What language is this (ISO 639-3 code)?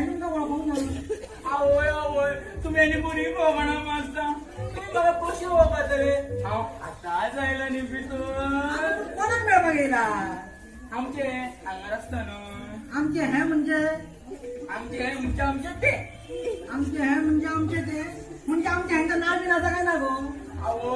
kok